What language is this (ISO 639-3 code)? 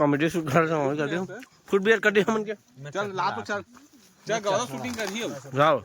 hne